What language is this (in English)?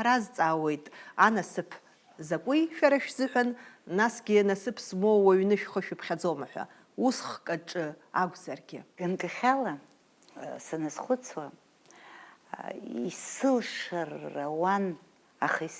Abkhazian